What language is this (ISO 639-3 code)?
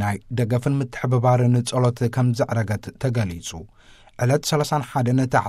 tir